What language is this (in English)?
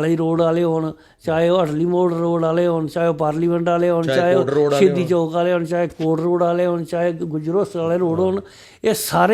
Dogri